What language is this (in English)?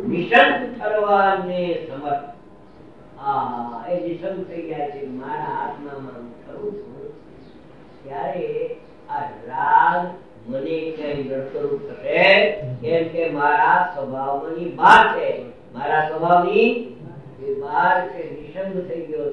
Gujarati